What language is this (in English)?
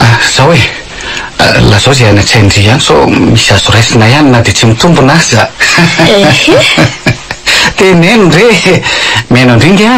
Malagasy